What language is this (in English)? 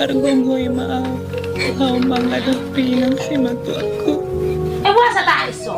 Batak Toba